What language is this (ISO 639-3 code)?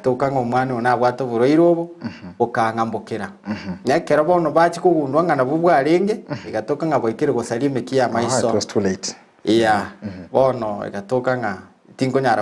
guz